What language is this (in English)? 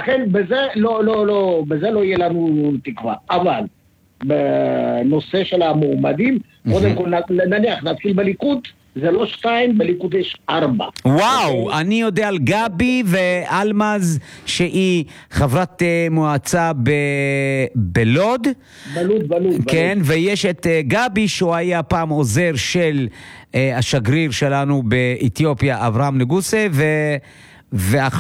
Hebrew